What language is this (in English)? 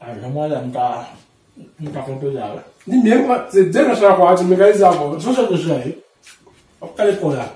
Haitian Creole